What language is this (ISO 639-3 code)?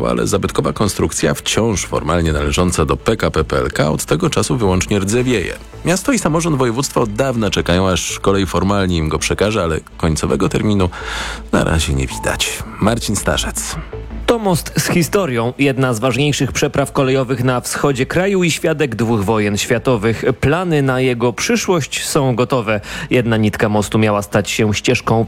pol